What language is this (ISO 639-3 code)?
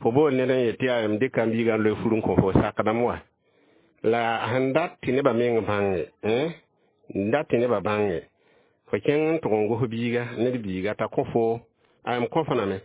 mos